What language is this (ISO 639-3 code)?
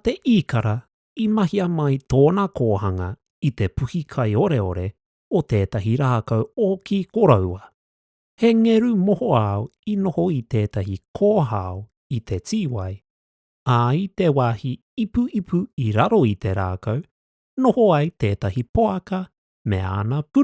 mri